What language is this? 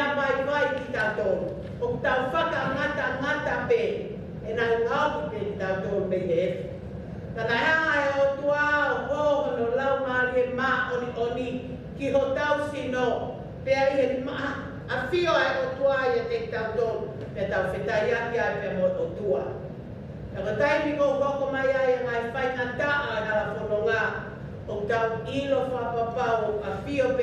Tongan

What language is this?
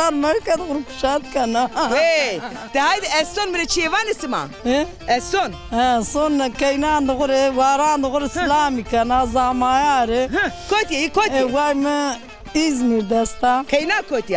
Zaza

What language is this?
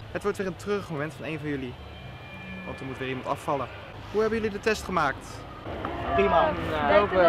Dutch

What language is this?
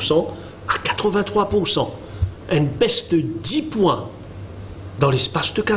Morisyen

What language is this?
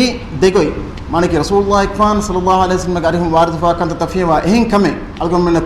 Divehi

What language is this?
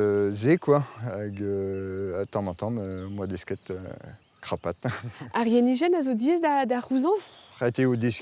Breton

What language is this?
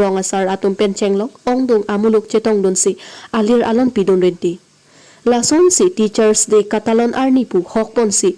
Karbi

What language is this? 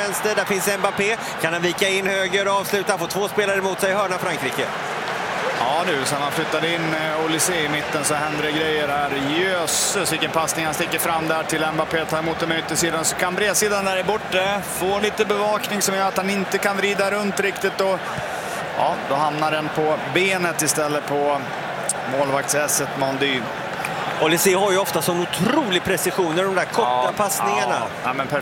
Swedish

